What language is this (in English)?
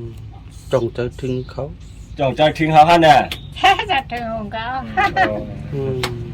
Shan